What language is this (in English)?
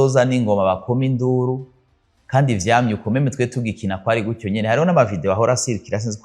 Rundi